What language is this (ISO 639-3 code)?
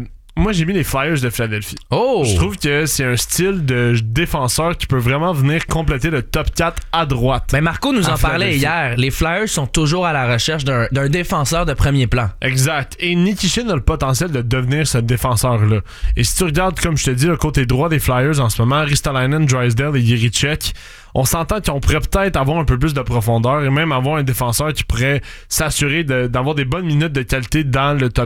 fra